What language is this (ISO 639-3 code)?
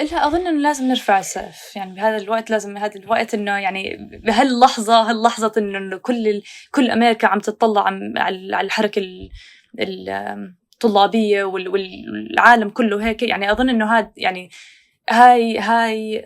apc